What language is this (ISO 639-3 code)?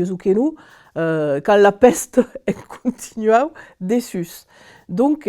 oci